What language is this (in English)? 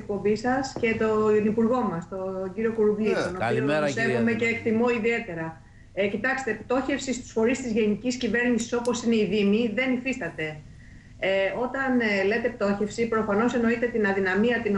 Greek